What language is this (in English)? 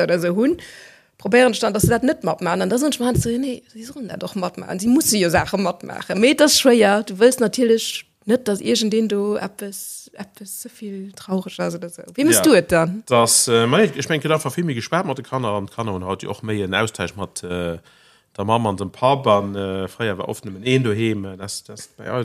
Luxembourgish